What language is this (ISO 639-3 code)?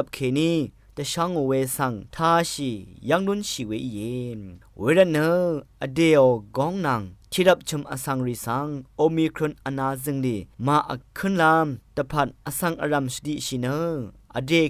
raw